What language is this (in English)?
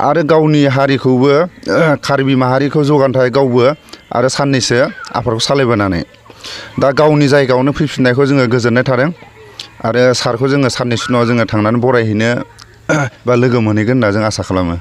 Bodo